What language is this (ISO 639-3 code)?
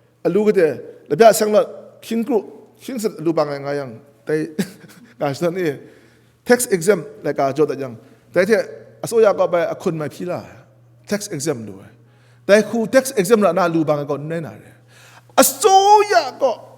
kac